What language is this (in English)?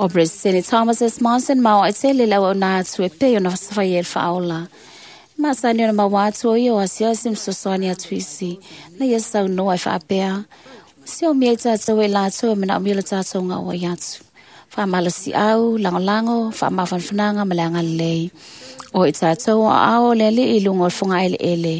Samoan